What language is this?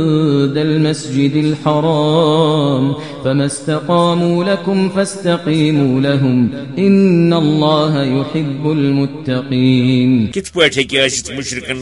Kashmiri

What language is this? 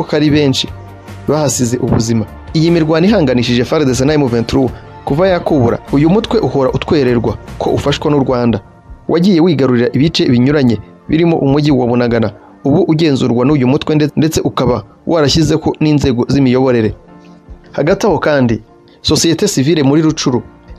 Kinyarwanda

